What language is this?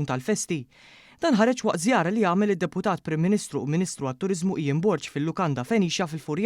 Maltese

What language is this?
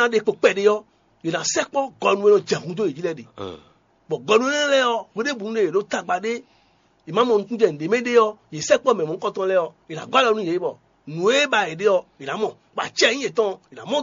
Fon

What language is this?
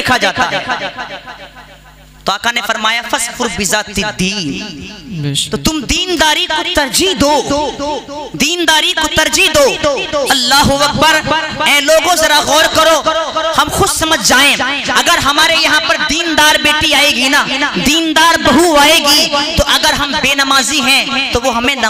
Urdu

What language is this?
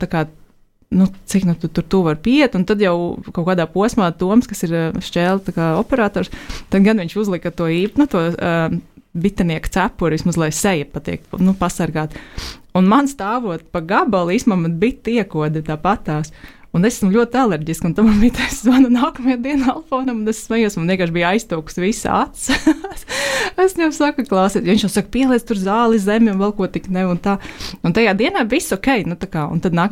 Latvian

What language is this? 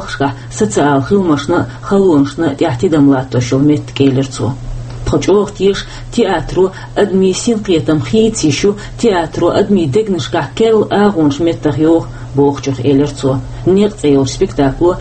Chechen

